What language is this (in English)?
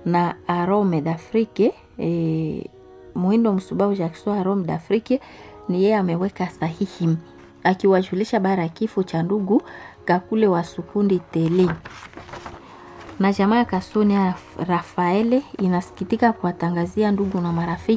Swahili